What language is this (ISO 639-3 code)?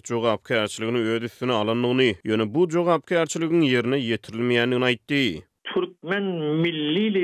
tuk